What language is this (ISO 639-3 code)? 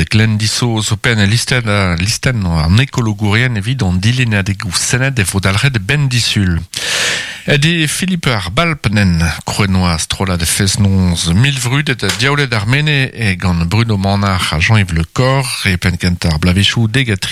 bre